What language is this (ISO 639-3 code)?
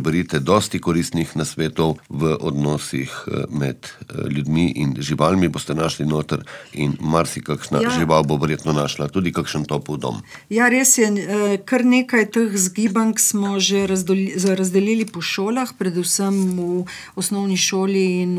slv